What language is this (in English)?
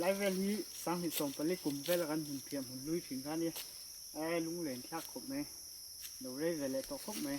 Mizo